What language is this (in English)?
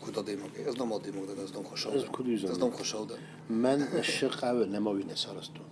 Ossetic